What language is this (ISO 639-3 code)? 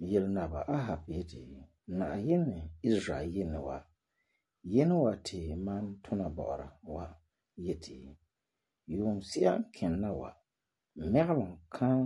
gur